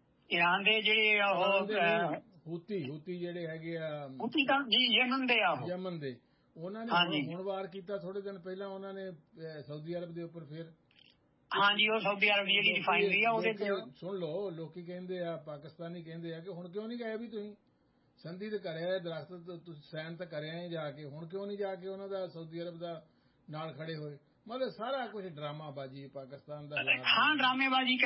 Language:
Punjabi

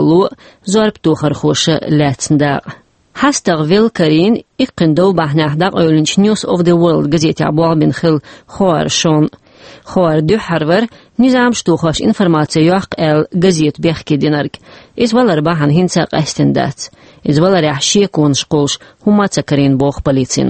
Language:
Chechen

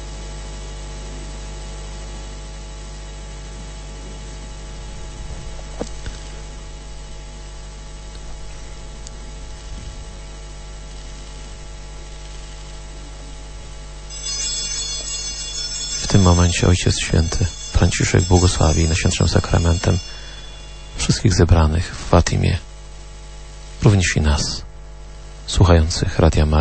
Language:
Polish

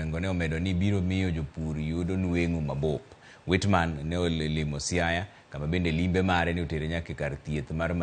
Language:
Luo (Kenya and Tanzania)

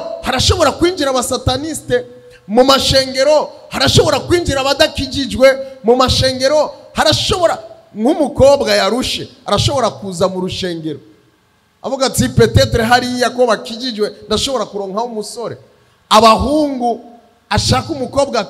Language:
Rundi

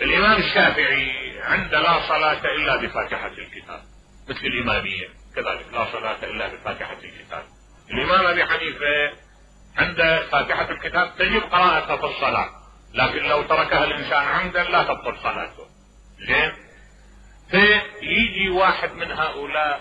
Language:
Mesopotamian Arabic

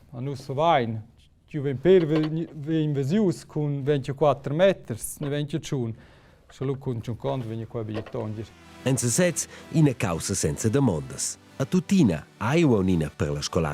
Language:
Romansh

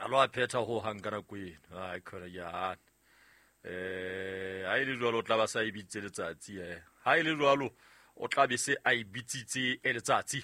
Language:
Southern Sotho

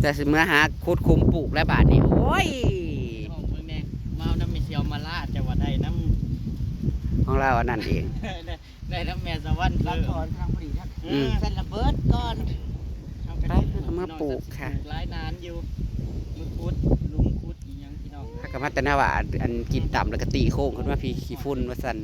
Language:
Northeastern Thai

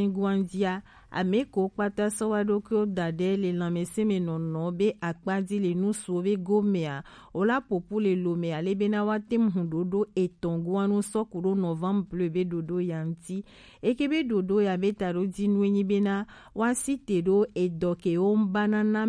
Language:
Gen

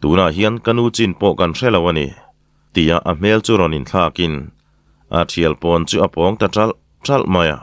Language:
Mizo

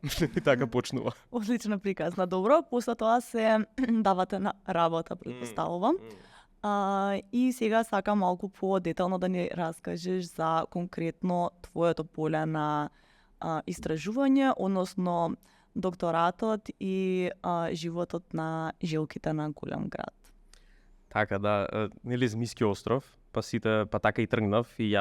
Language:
Macedonian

